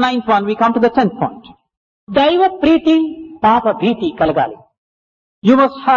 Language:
Telugu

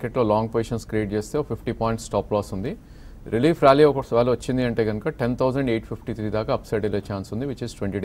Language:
Telugu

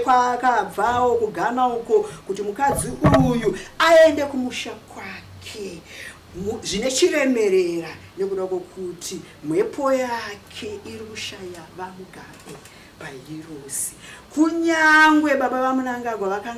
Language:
Shona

